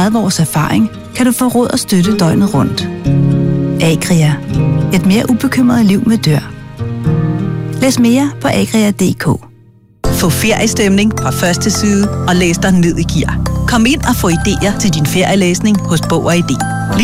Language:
Danish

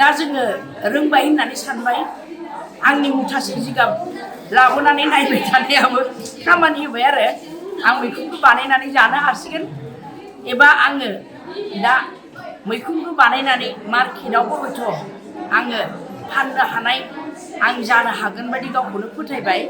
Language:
Bodo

